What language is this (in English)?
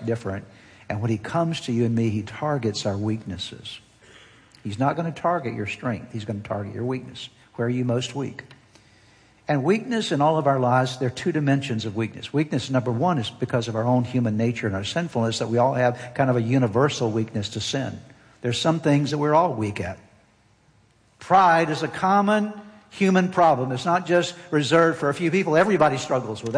English